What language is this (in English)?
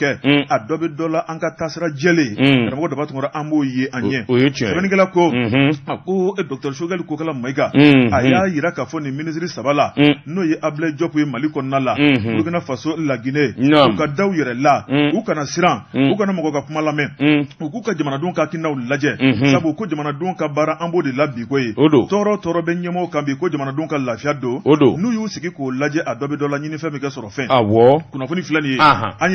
Bambara